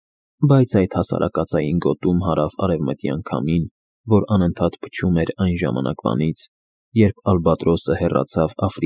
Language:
Armenian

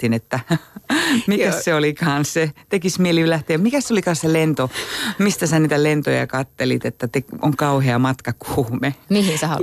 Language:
Finnish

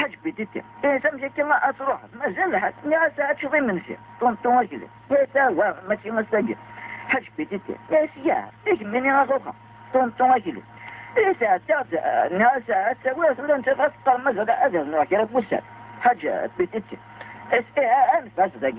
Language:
Kabyle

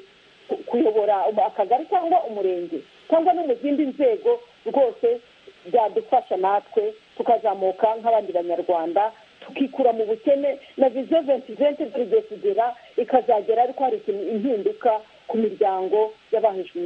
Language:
Kinyarwanda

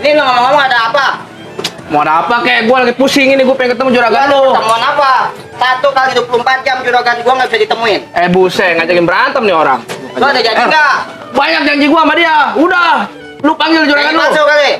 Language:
Betawi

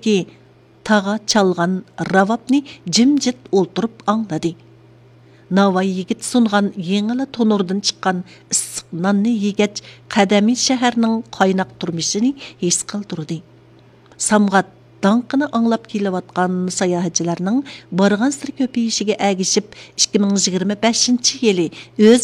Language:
Uyghur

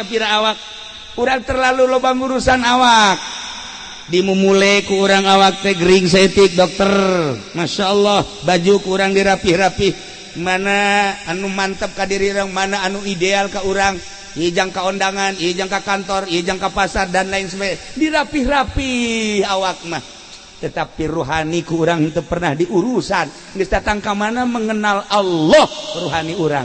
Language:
Sundanese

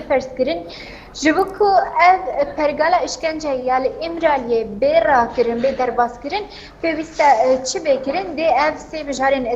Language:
Kurdish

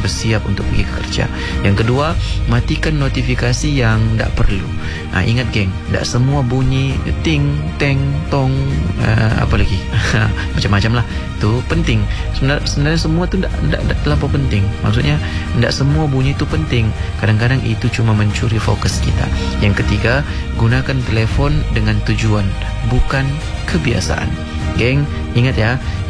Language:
Malay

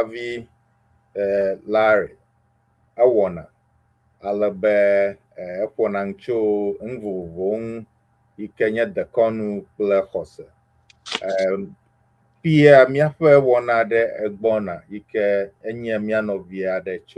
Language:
Ewe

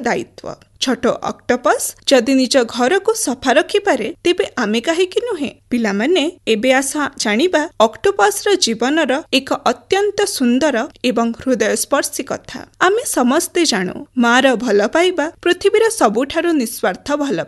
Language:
Odia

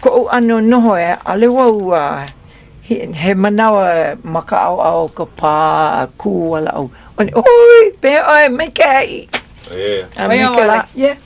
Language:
Hawaiian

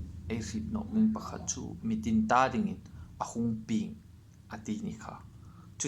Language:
Hmar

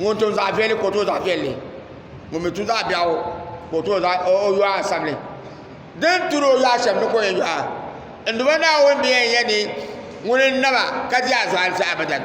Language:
Dagbani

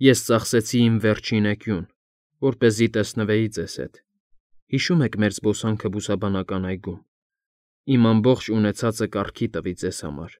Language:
Armenian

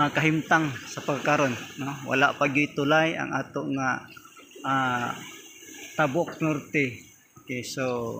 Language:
Cebuano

